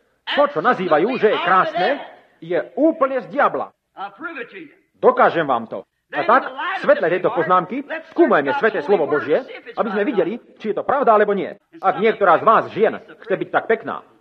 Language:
Slovak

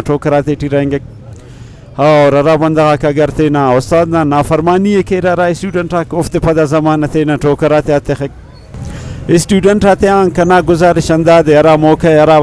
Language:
Brahui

